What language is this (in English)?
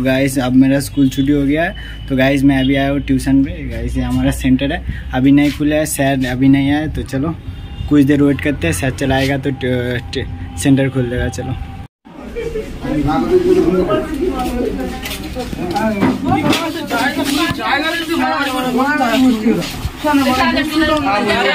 Hindi